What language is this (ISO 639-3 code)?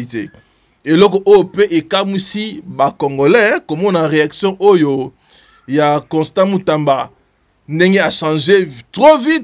lin